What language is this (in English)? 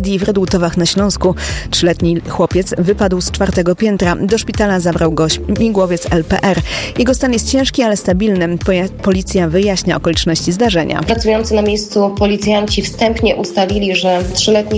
Polish